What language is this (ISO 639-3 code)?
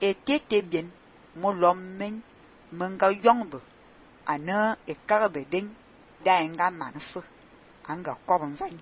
fan